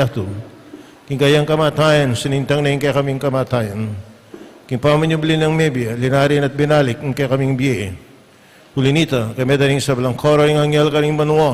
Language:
Pampanga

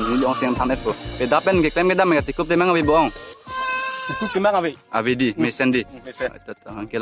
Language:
Karbi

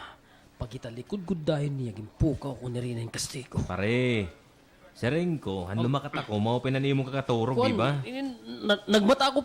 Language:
Waray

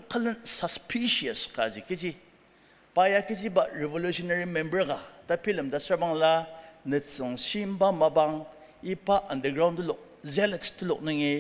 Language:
Ao Naga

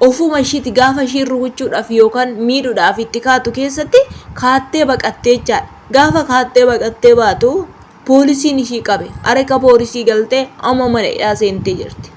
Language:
Oromo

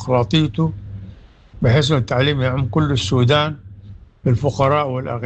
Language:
Sudanese Arabic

